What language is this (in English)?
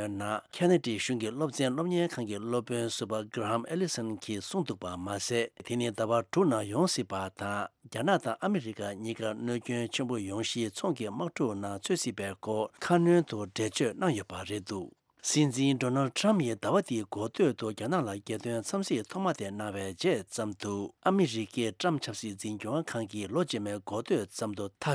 Tibetan